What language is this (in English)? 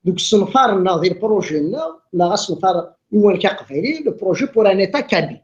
Kabyle